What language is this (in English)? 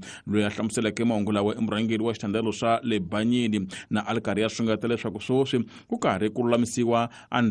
Tsonga